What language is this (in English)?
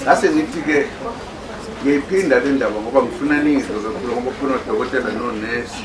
Zulu